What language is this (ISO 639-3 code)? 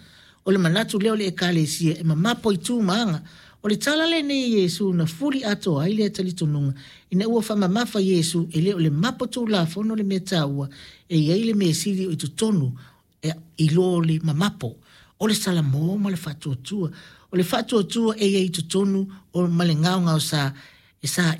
smo